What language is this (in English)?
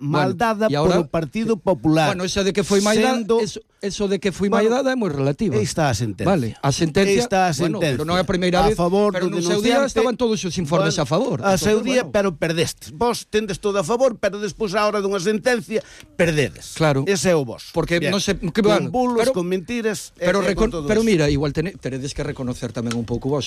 Galician